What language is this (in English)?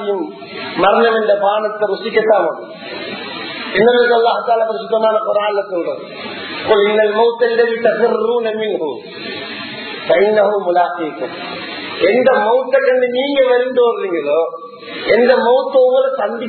Tamil